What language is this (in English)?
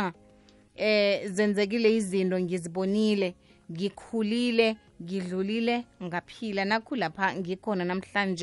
South Ndebele